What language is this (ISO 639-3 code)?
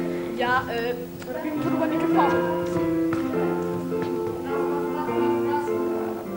pol